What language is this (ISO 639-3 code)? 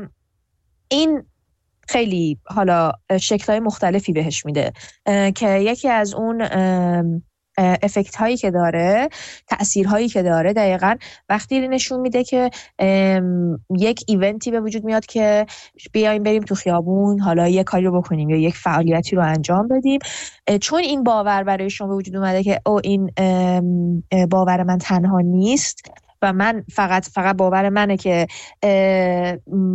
fas